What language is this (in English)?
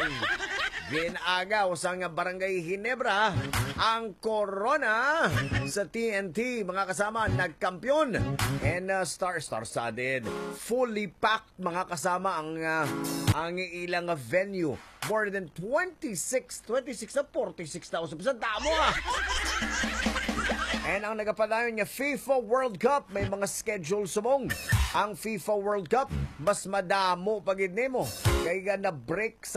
Hiligaynon